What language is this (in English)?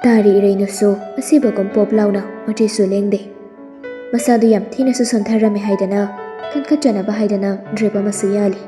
Manipuri